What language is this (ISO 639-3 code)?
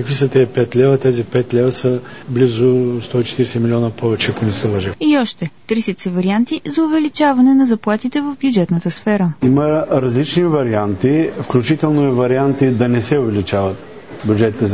bul